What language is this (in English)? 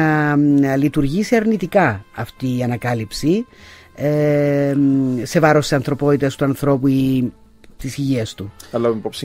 Greek